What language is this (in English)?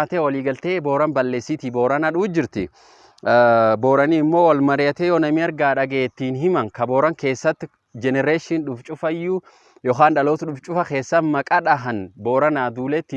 Oromo